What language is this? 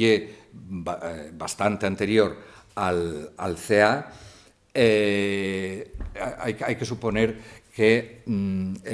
Asturian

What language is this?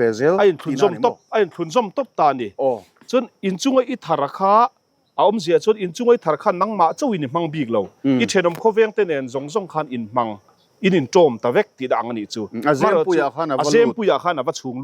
Mizo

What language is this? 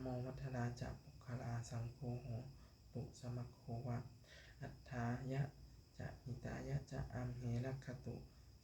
Pali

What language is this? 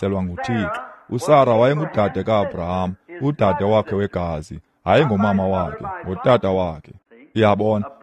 Xhosa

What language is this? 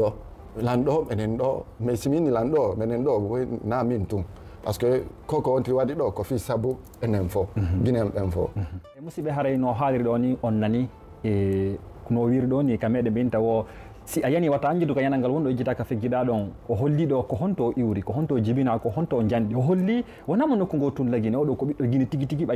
Fula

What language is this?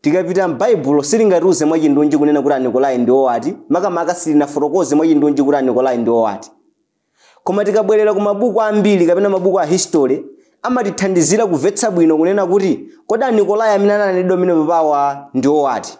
Nyanja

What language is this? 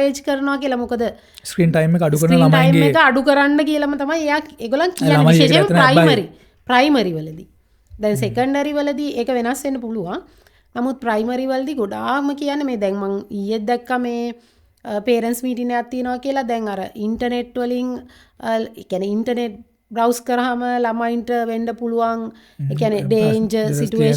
Sinhala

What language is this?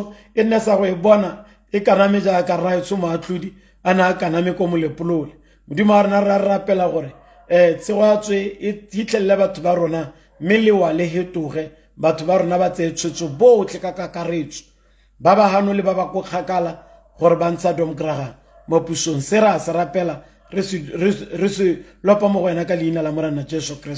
Tswana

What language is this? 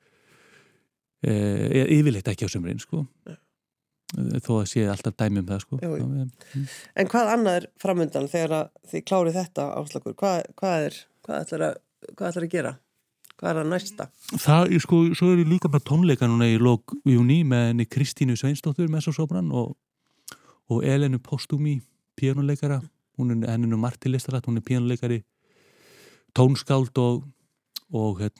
Icelandic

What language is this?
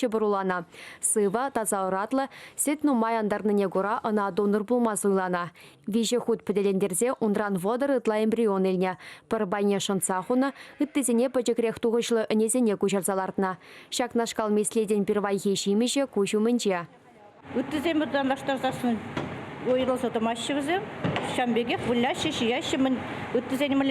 Chuvash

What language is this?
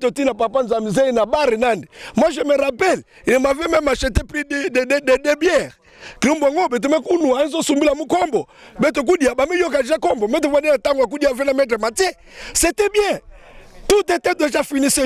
Kituba (Democratic Republic of Congo)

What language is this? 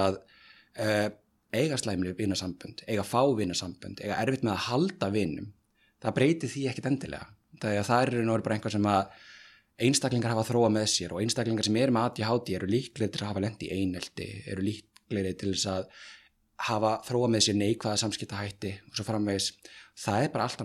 Icelandic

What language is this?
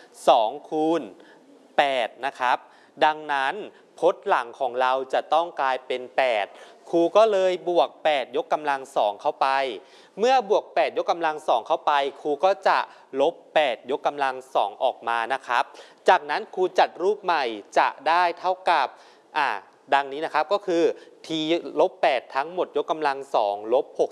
Thai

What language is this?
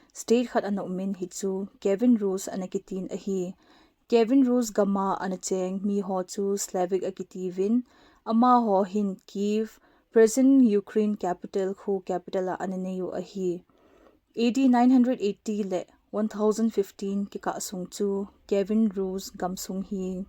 Thado Chin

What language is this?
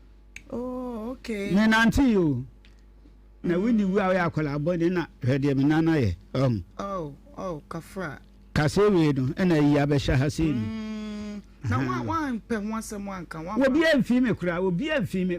Akan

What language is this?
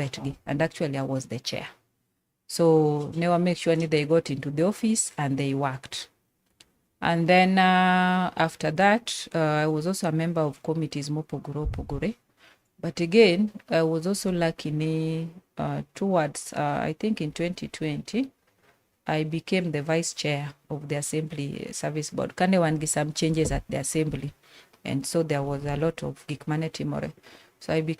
Luo (Kenya and Tanzania)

